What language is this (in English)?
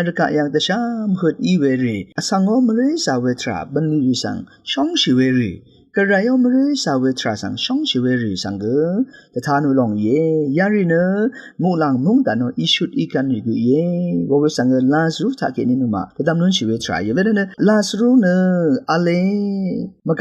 Rawang